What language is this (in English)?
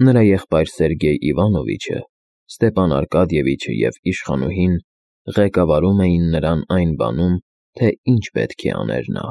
Armenian